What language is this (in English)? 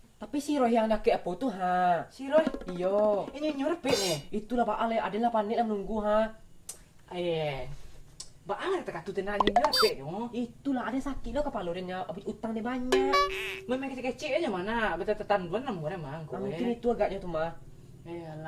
Minangkabau